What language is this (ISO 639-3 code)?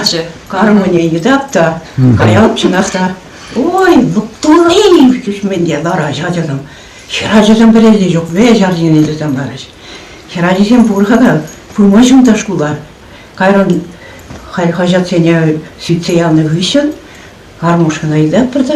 chv